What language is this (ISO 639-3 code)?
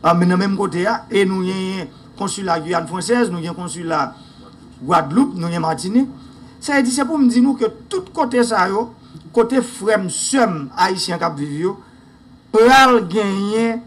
hat